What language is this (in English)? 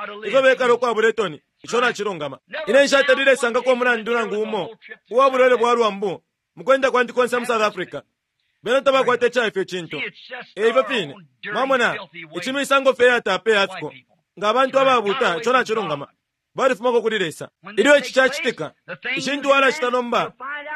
Bemba